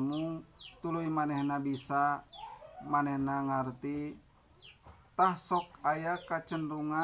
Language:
Sundanese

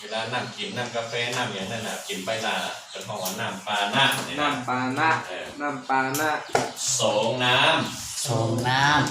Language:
Shan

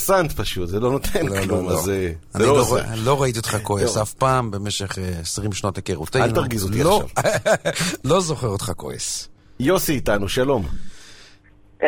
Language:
Hebrew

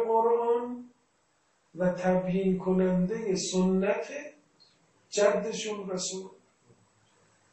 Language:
Persian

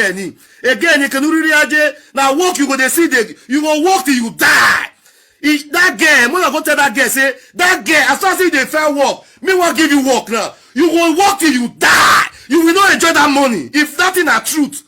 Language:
Nigerian Pidgin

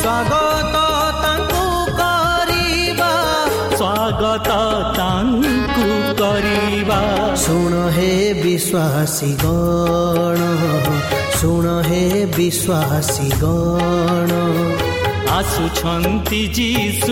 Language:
Odia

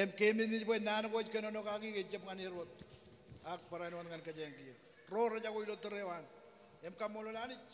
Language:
Marshallese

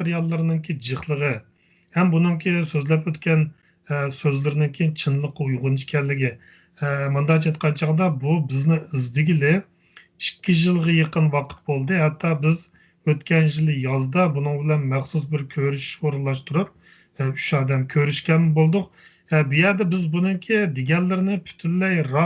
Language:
Uyghur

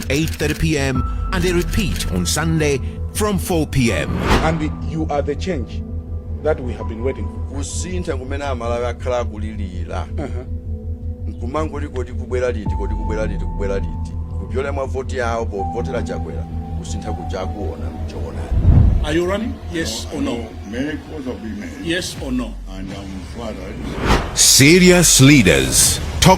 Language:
Nyanja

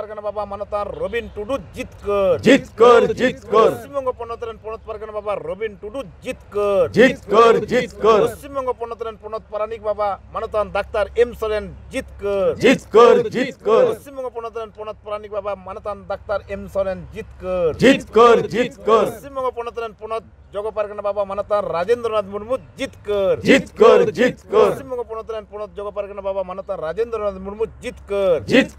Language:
Santali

